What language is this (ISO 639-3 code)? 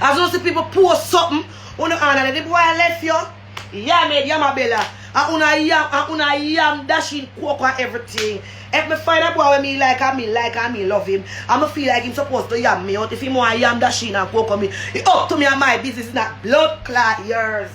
jam